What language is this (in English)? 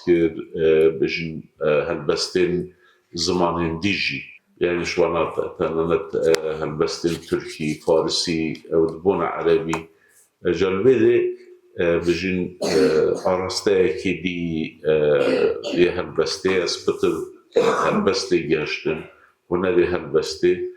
Kurdish